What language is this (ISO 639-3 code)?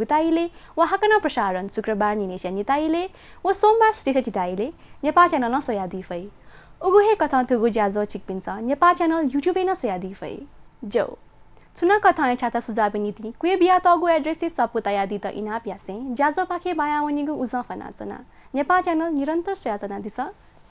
new